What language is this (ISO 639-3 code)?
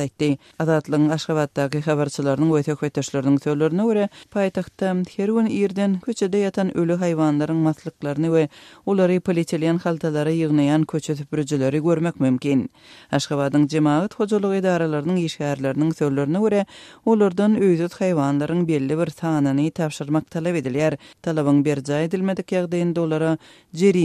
tuk